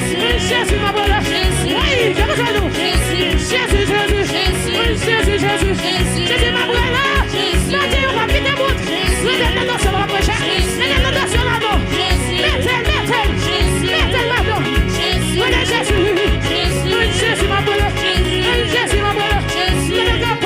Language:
Haitian Creole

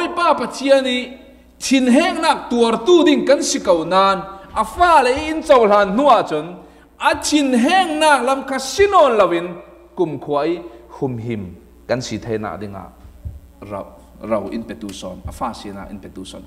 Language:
Falam Chin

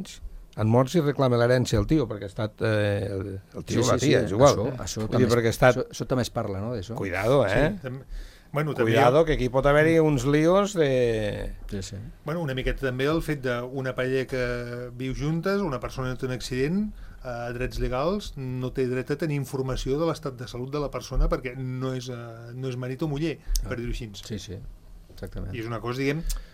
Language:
Catalan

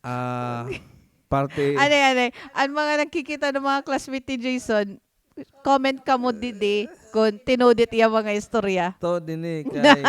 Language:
Waray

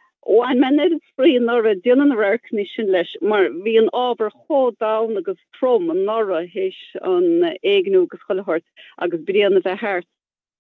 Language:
Irish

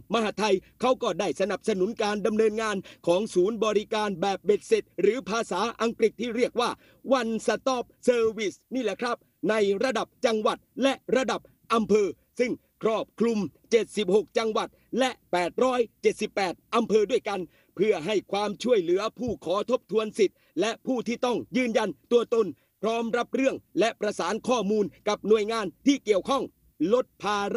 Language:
Thai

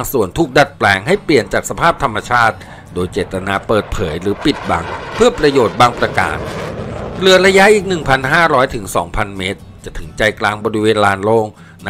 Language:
Thai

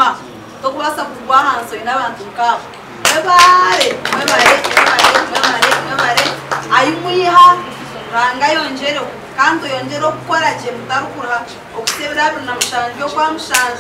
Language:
Nyankole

